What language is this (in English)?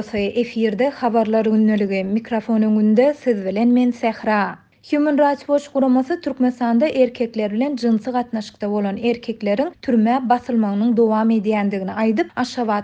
Turkmen